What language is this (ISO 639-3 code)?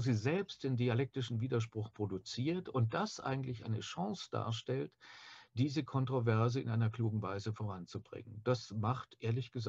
deu